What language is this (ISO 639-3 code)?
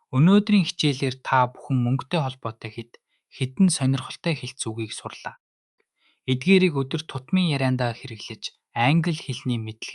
mon